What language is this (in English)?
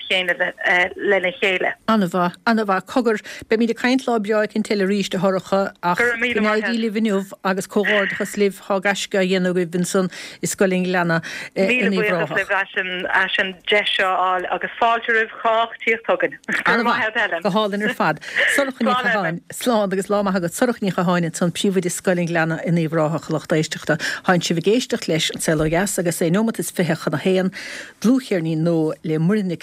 Irish